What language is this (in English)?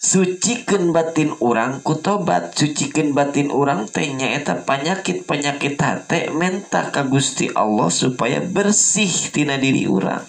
Sundanese